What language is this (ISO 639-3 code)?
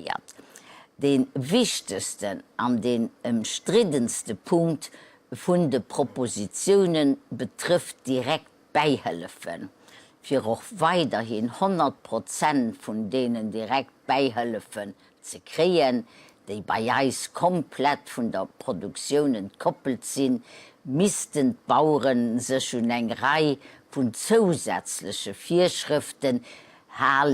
ltz